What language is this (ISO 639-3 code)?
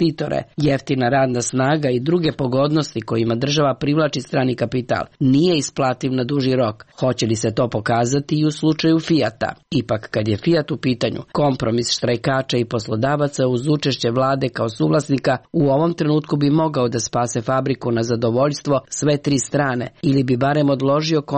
srp